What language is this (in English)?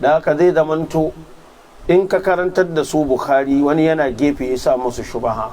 Hausa